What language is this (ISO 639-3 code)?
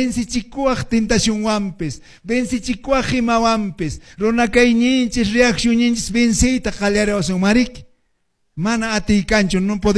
que